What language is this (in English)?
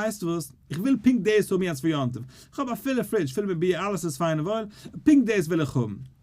Yiddish